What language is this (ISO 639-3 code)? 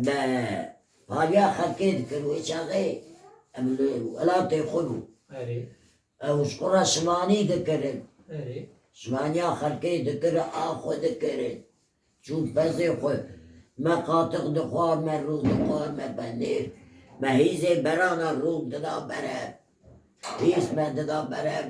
kur